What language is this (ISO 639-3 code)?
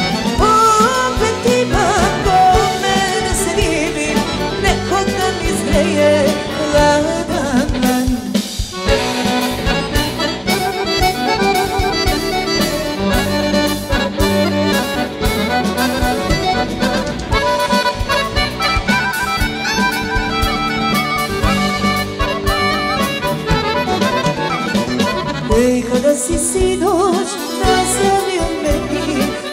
srp